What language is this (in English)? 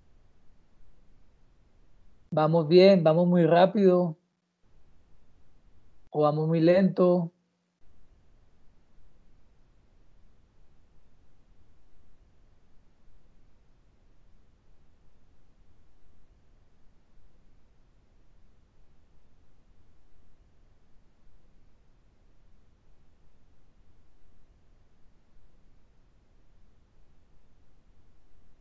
Spanish